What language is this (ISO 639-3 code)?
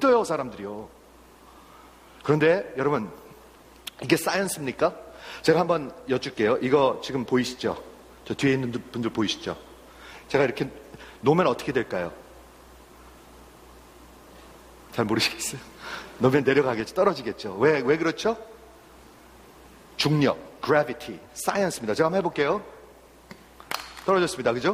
kor